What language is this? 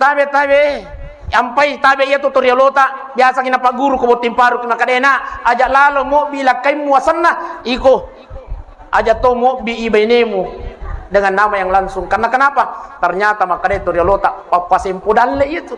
Buginese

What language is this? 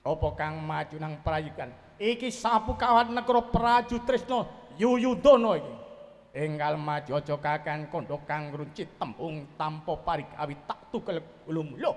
Javanese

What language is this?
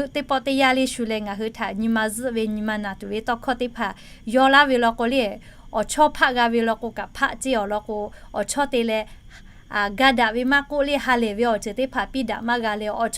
Lahu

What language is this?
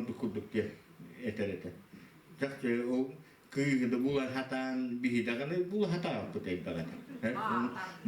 Yakut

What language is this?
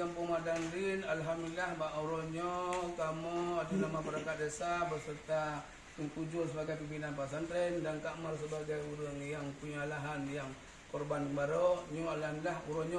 Achinese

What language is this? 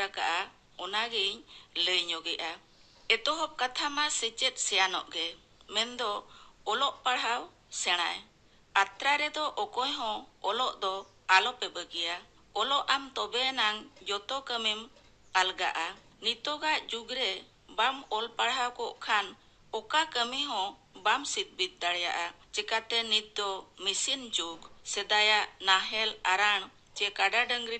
Santali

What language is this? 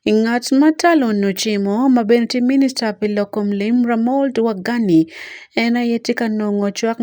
Acoli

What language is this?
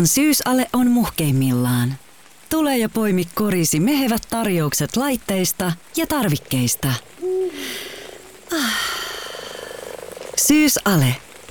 Finnish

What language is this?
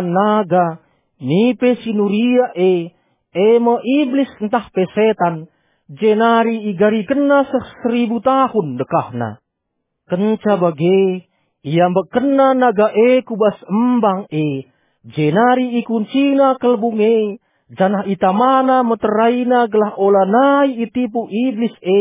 Batak Karo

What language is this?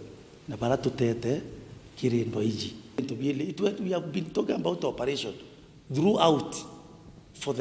Meru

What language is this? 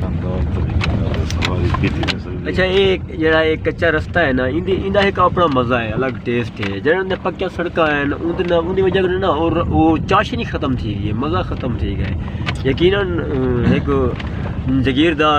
Saraiki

